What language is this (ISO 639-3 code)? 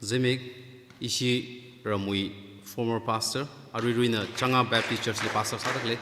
nmf